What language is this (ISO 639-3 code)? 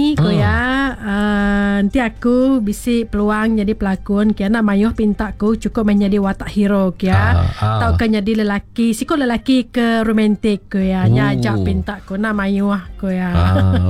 iba